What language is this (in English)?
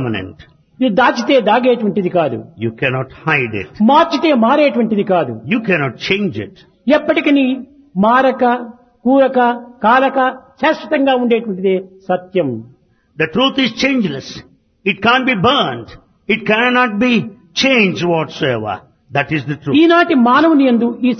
Telugu